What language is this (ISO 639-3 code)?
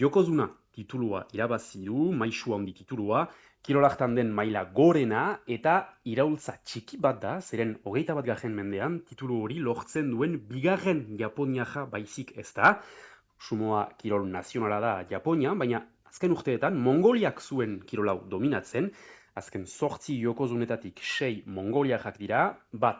eus